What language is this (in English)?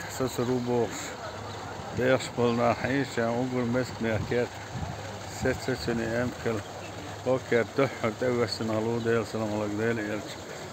Chechen